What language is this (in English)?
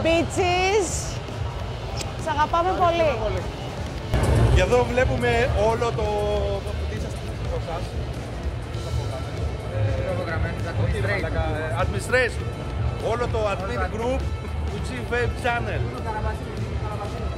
Greek